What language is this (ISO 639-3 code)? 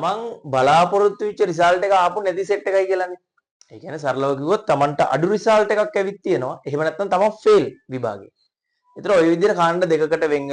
sin